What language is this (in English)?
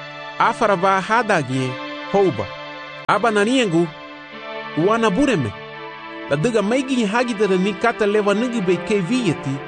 Garifuna